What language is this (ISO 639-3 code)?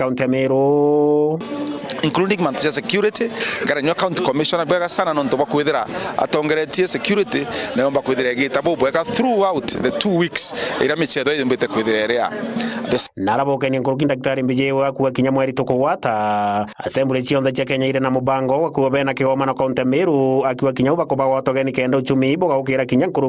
mer